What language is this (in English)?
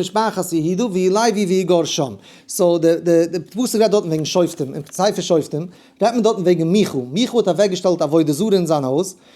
Yiddish